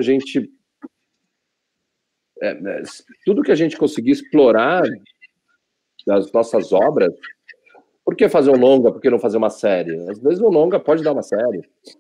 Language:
Portuguese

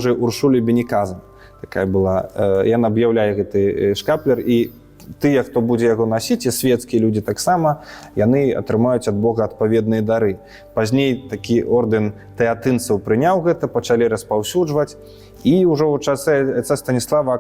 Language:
Belarusian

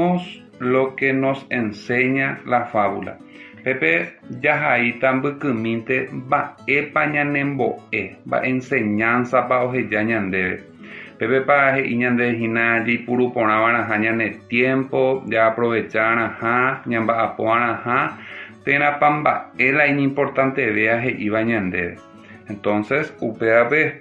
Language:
Guarani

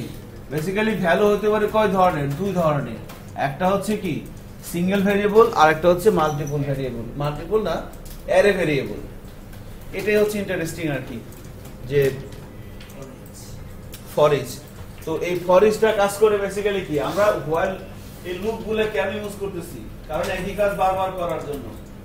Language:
Bangla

